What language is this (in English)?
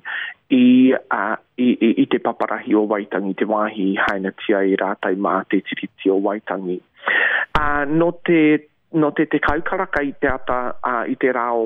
Māori